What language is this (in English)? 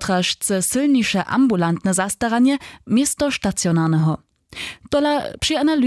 Upper Sorbian